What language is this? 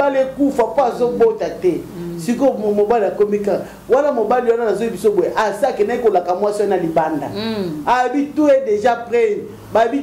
Lingala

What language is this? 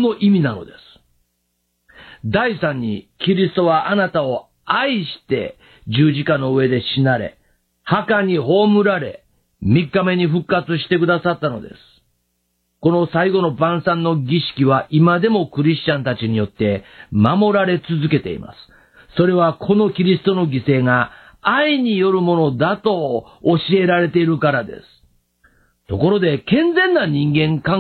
Japanese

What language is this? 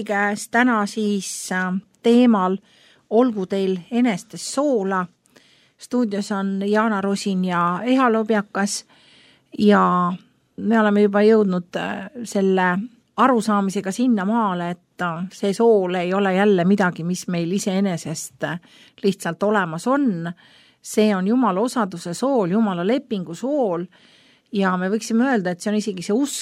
Estonian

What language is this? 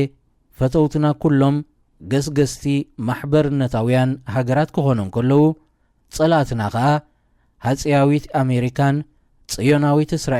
Tigrinya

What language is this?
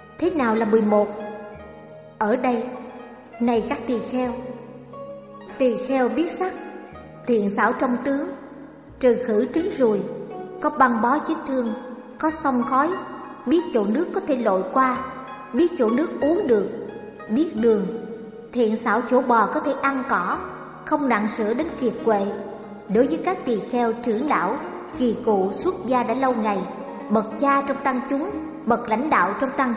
Vietnamese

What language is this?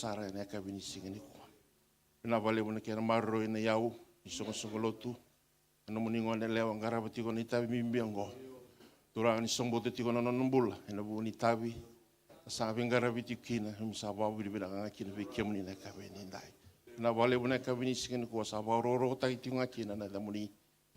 Fijian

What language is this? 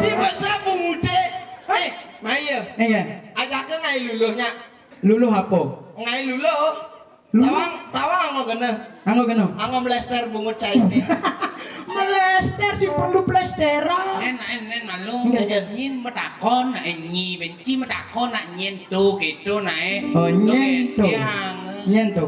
Balinese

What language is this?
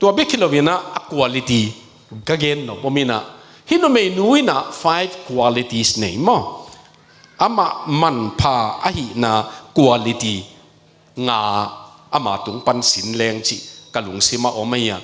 Tedim Chin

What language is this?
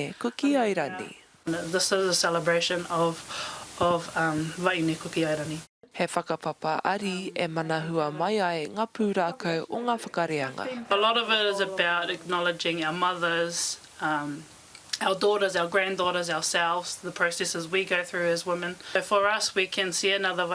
Māori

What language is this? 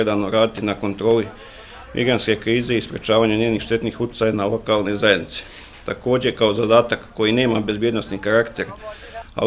Bosnian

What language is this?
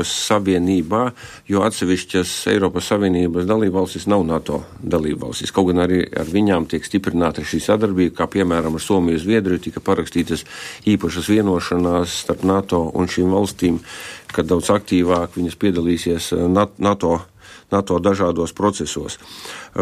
Latvian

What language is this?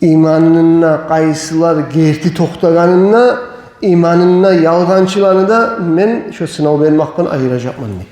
Kumyk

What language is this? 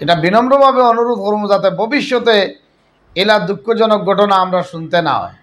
Sylheti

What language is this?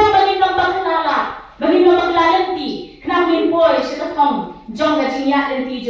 Khasi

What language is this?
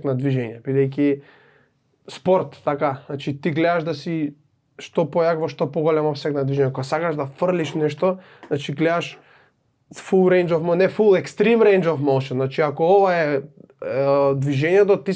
Macedonian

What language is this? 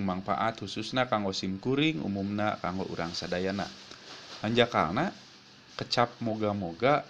Sundanese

